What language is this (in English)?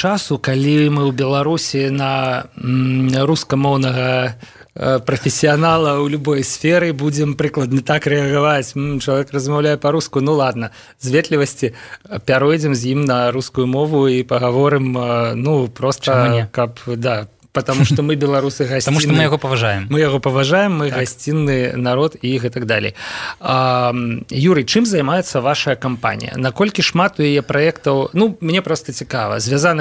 Belarusian